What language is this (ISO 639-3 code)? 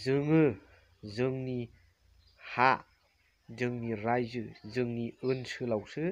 brx